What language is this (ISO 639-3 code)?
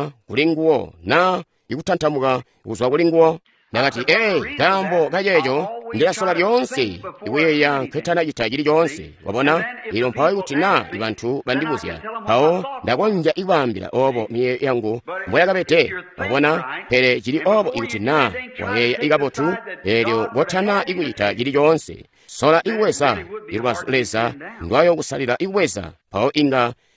toi